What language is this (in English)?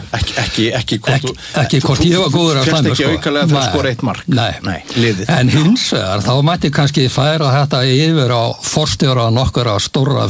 Icelandic